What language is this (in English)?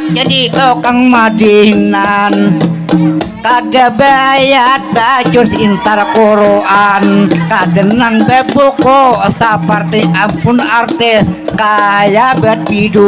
Banjar